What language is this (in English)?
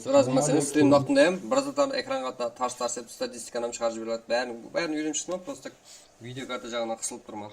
Kara-Kalpak